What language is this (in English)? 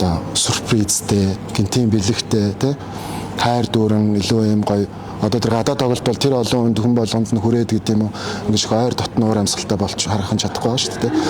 Mongolian